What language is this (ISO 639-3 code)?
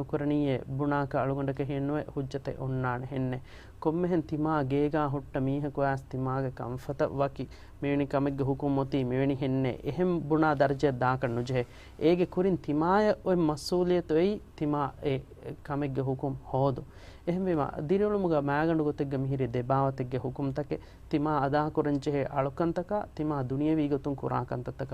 div